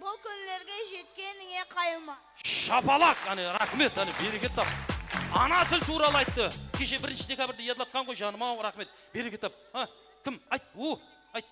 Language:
Kara-Kalpak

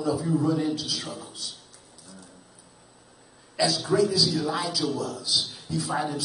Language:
English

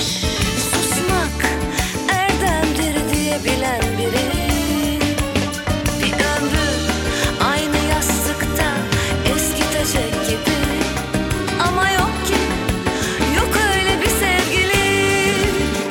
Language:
Turkish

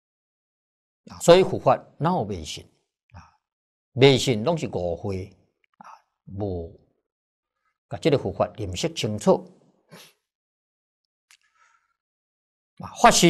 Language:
Chinese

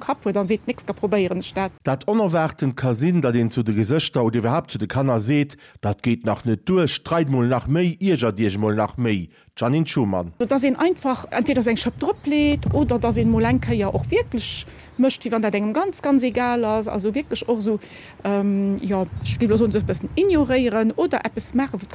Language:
Luxembourgish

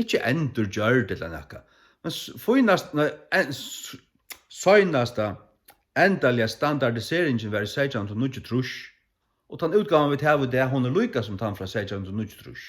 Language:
Faroese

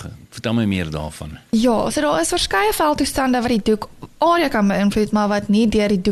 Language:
Afrikaans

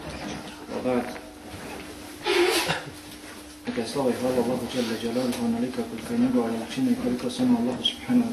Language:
Bosnian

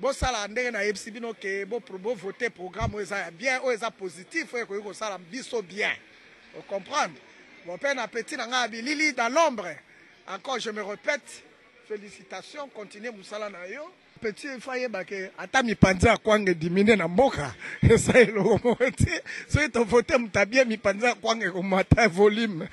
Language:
Lingala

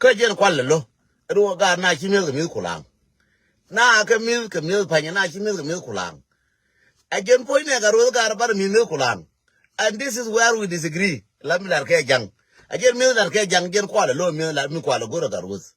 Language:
Nuer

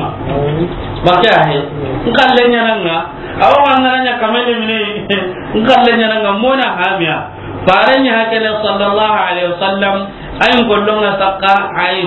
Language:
Soninke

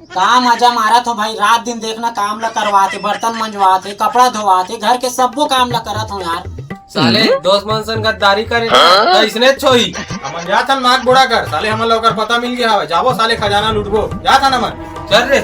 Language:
Chhattisgarhi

